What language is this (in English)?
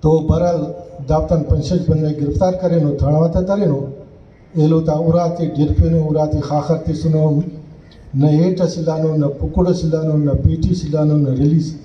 Brahui